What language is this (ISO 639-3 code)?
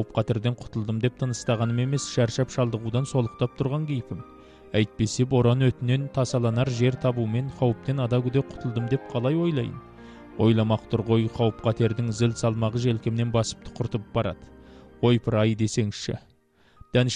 kaz